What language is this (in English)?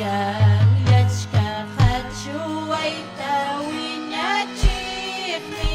Ayacucho Quechua